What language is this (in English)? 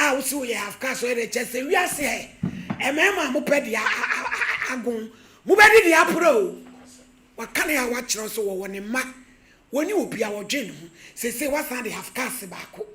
Akan